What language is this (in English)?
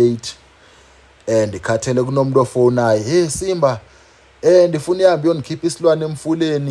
Zulu